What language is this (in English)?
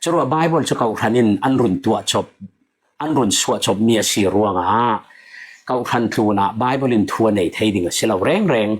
Falam Chin